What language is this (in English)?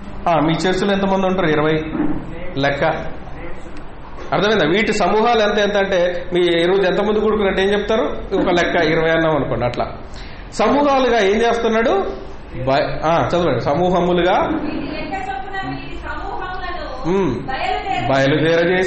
Telugu